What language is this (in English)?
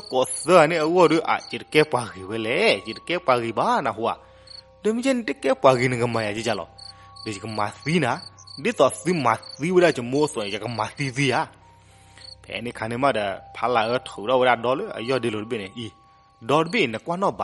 S'gaw Karen